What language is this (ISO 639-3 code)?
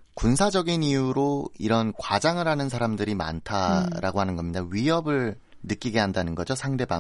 kor